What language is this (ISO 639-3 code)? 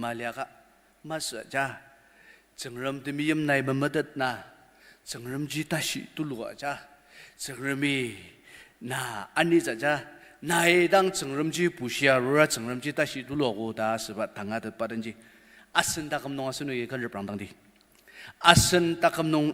njo